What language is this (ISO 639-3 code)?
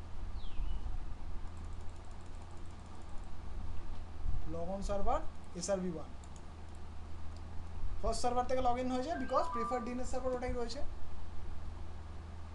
ben